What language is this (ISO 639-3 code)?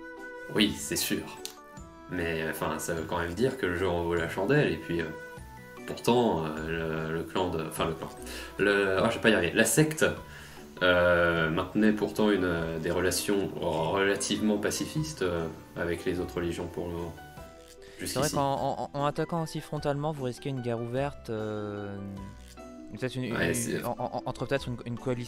fra